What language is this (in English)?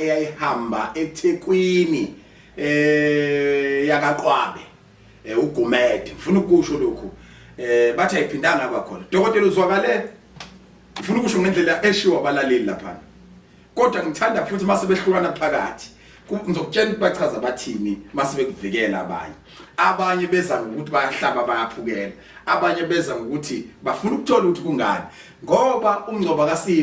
Zulu